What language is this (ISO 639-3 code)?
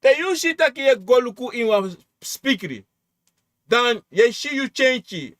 srn